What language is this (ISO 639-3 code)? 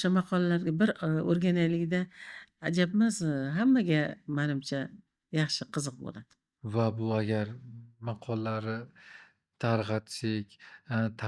uzb